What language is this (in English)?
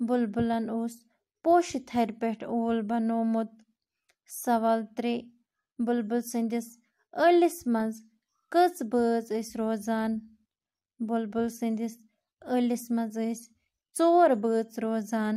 Kashmiri